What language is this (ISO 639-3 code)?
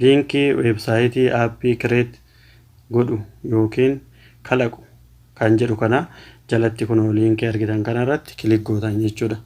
orm